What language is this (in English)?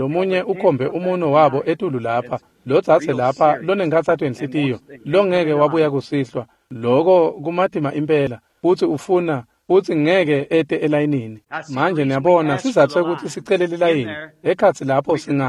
Swati